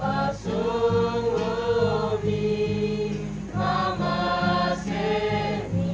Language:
Toraja-Sa'dan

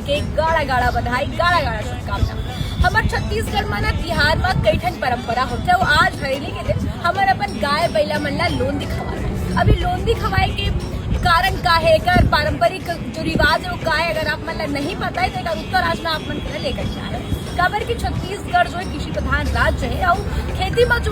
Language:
Chhattisgarhi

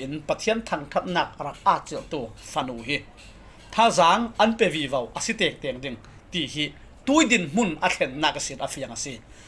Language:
Falam Chin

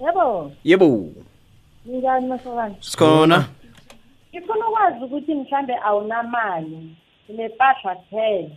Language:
South Ndebele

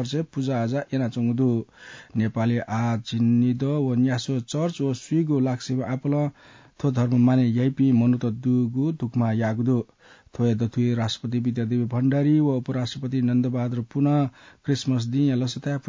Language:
Newari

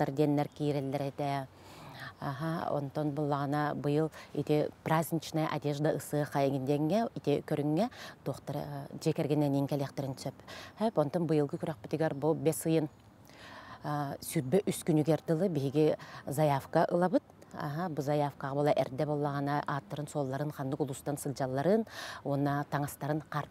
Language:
Yakut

